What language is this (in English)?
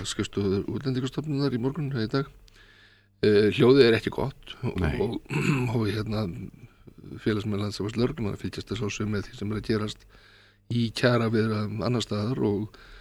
Icelandic